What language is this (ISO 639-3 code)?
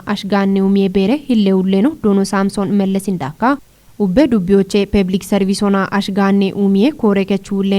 kbr